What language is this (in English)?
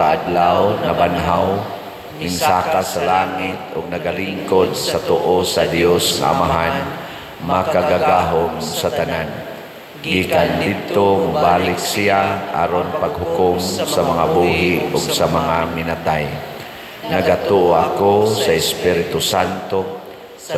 Cebuano